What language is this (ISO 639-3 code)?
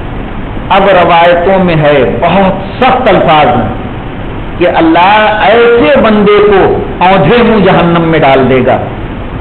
urd